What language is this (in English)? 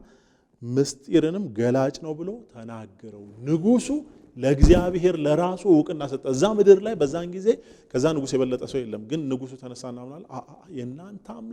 Amharic